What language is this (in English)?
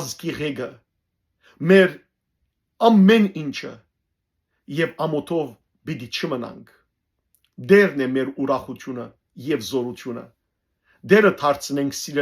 Western Armenian